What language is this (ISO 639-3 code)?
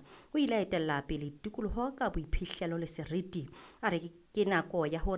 sot